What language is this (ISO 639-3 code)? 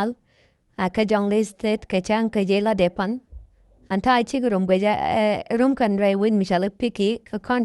nus